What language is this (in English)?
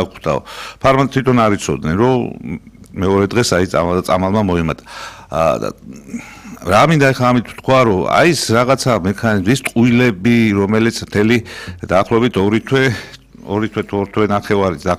Georgian